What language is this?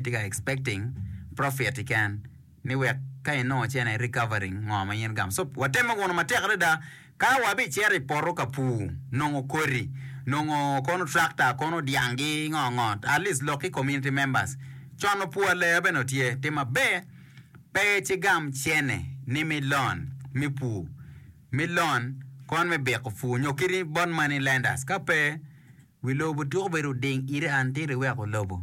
Acoli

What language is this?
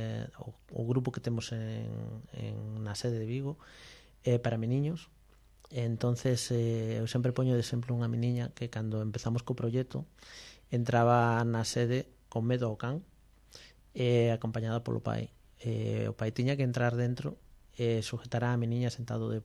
Galician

